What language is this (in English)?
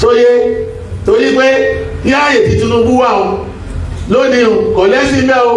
Yoruba